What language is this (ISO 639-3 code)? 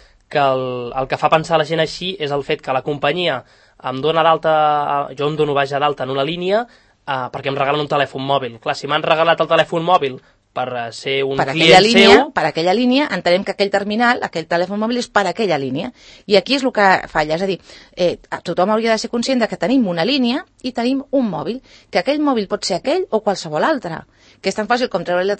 cat